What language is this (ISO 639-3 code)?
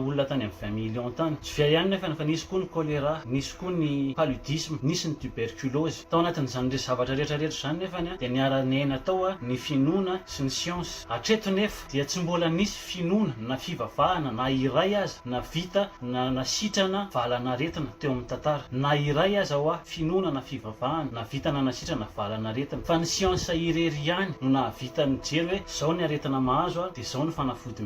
mlg